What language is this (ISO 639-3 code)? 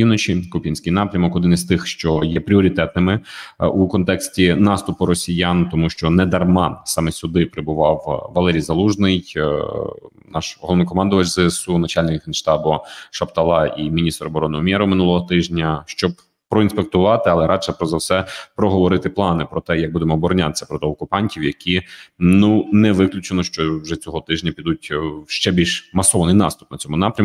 ukr